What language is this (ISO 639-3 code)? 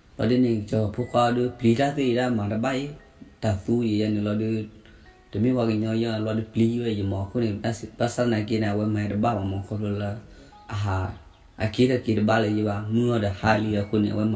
ksw